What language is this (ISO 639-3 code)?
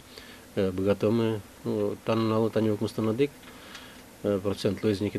udm